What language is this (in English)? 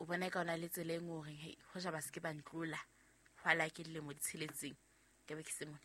Southern Sotho